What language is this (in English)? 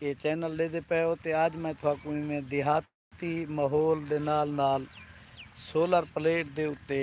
Saraiki